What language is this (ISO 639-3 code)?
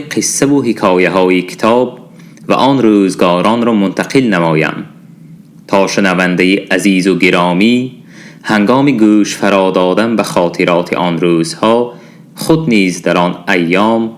tgk